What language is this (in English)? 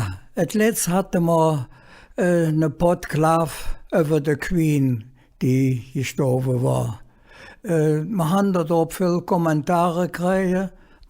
Colognian